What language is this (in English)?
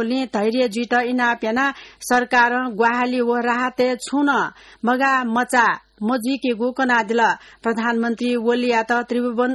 Newari